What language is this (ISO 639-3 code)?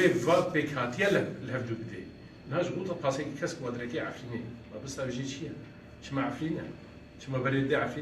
kur